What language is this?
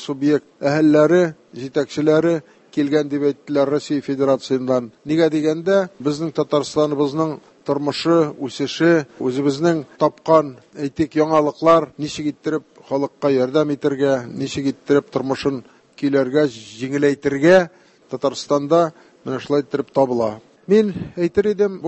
Tatar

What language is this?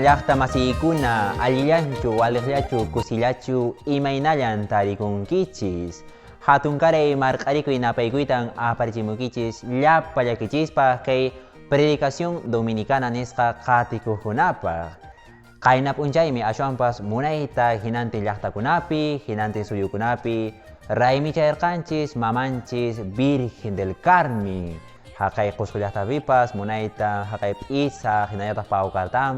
Quechua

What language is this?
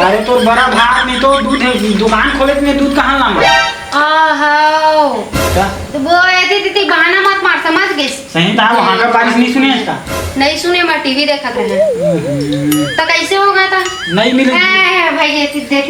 Chhattisgarhi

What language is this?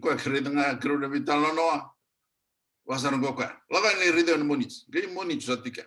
Fijian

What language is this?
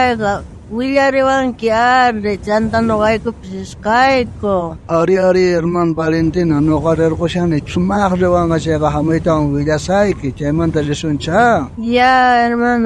South Bolivian Quechua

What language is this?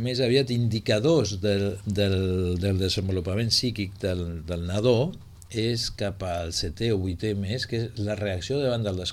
Catalan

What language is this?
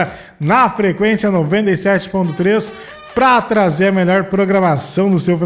Portuguese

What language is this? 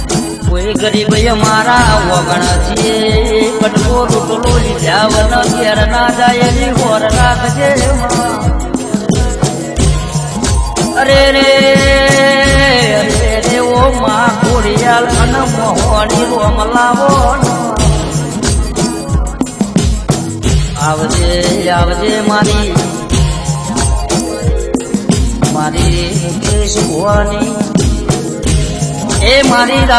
Gujarati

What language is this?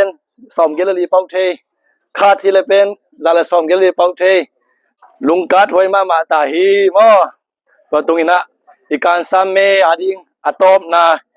Tedim Chin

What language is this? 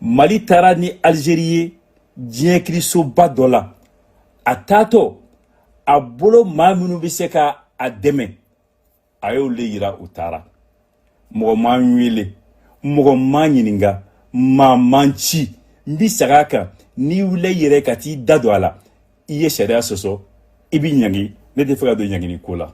Bambara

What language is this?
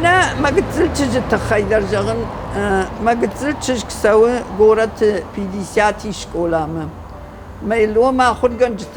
Ossetic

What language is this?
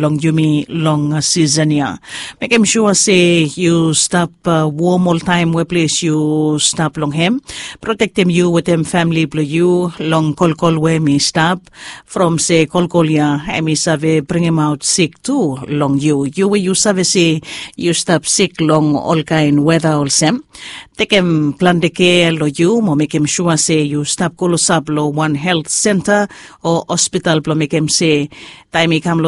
Bislama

